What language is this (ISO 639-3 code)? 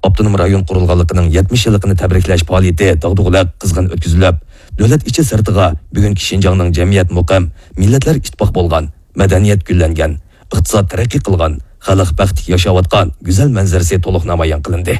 uig